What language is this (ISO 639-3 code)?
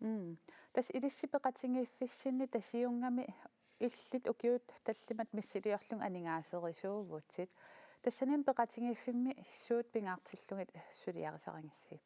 kal